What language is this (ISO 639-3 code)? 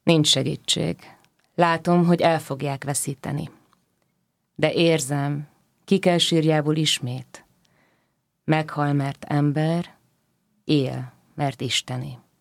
hun